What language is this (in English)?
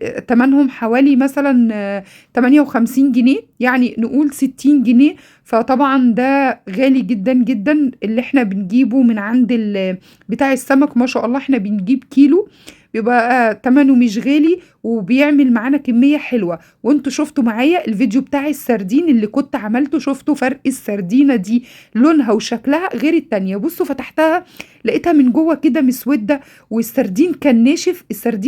Egyptian Arabic